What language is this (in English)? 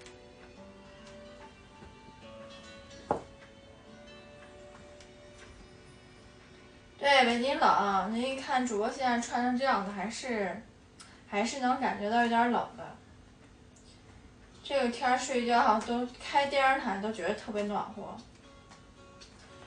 Chinese